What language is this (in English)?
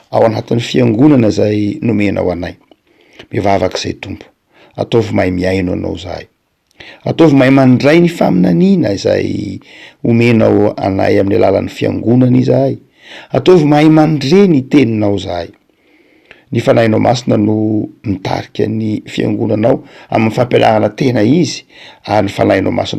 Malagasy